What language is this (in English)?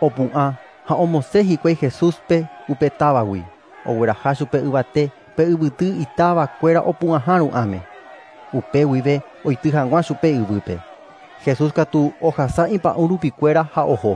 Guarani